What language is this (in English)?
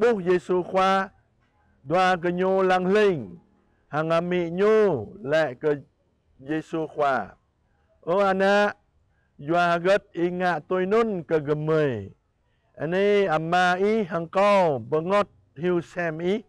Jarai